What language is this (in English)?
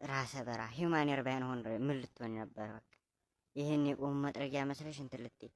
Amharic